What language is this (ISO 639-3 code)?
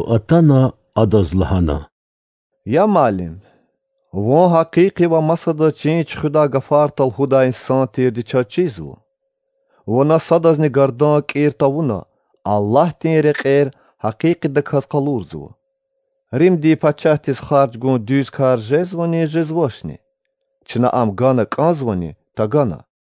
lez